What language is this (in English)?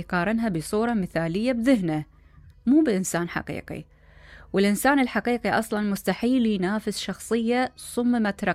Mesopotamian Arabic